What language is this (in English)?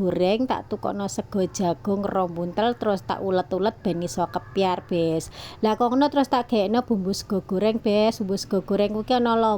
Javanese